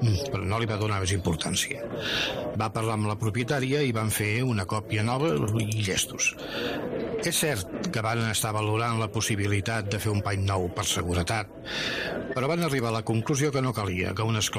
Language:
Catalan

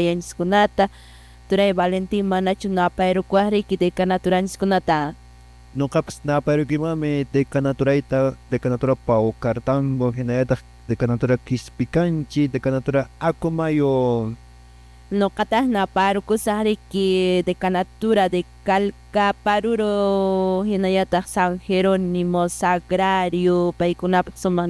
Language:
Quechua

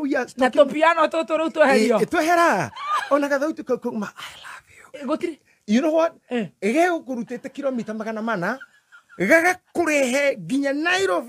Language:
Kikuyu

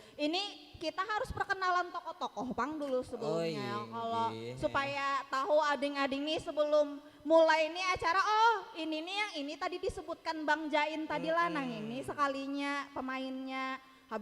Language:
Banjar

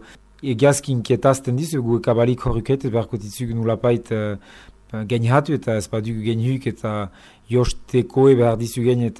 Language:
Basque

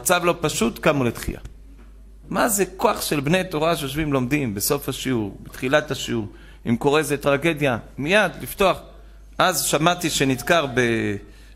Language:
Hebrew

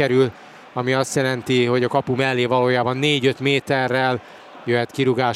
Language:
Hungarian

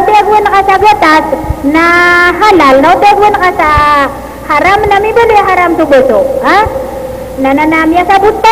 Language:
Maranao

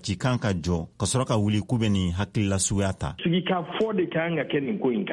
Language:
Bambara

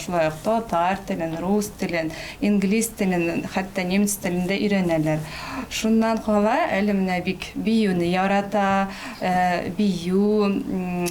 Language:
Tatar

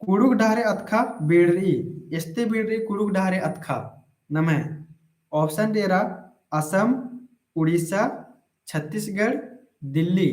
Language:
Kurukh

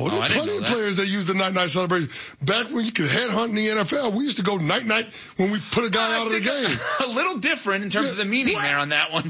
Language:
English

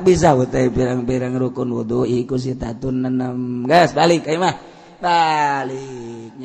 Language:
Sundanese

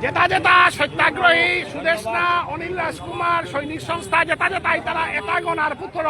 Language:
Bishnupriya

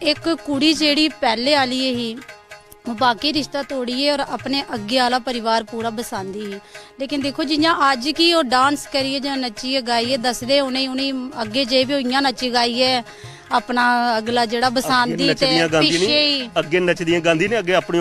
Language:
Dogri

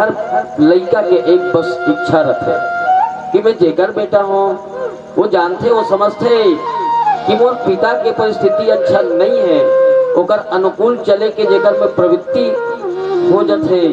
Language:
Chhattisgarhi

